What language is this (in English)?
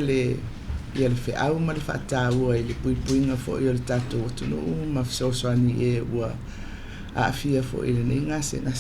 Samoan